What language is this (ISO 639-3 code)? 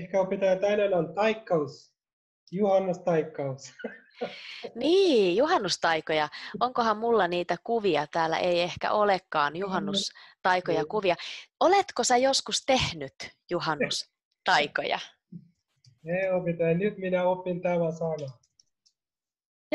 fin